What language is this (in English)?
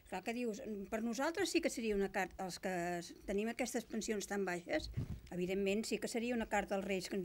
Catalan